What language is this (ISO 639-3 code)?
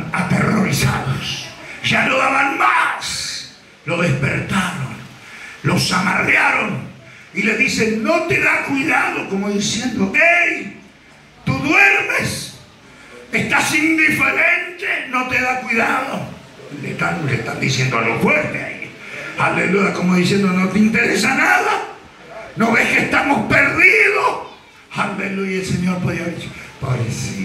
spa